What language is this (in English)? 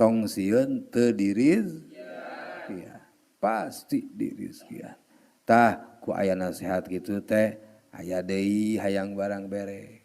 Sundanese